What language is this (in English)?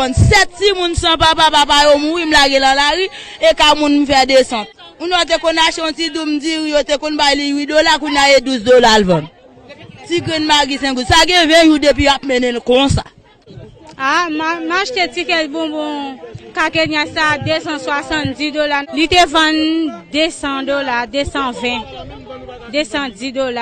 Haitian Creole